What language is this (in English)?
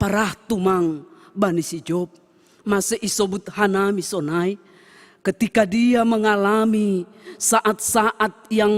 Batak Simalungun